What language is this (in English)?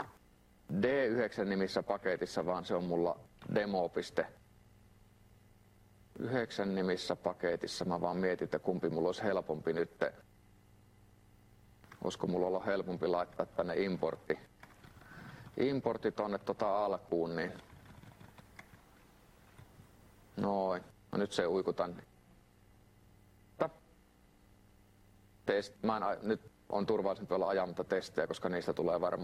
Finnish